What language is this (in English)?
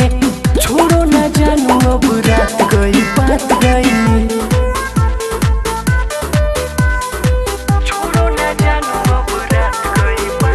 Bhojpuri